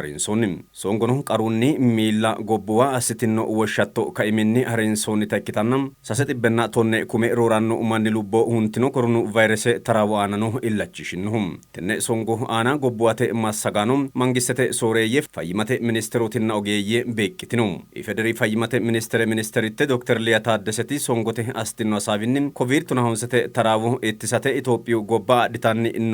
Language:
Sidamo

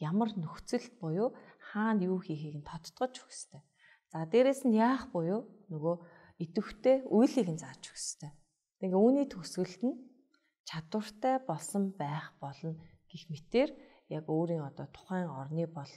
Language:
Mongolian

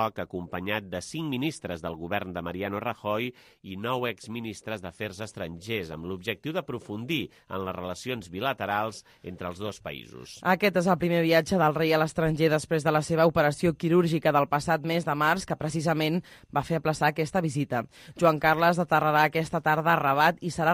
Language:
Catalan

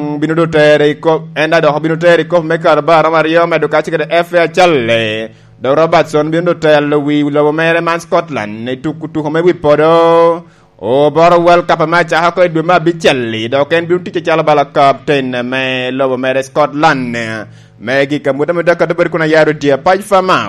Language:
Lango (Uganda)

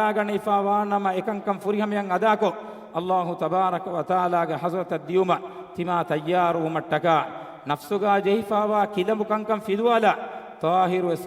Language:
Divehi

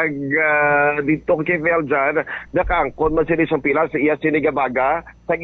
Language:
Hiligaynon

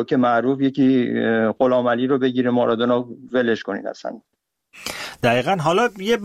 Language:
Persian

